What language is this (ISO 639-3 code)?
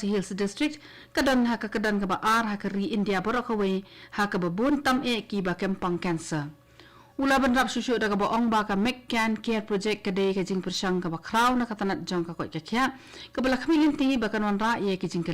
kha